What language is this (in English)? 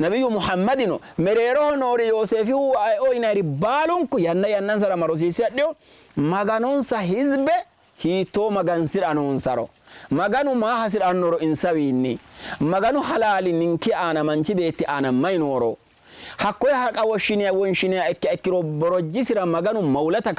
Sidamo